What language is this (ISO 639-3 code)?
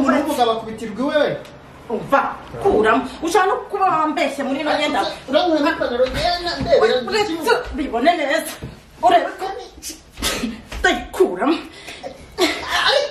kin